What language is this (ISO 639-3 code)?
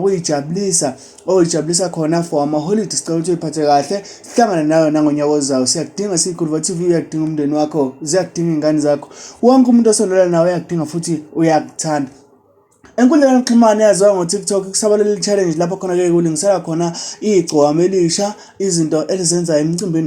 zul